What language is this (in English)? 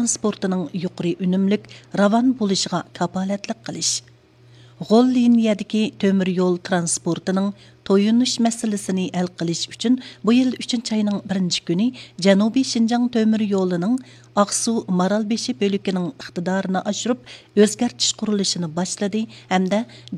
Uyghur